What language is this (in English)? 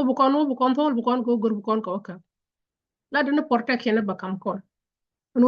Nuer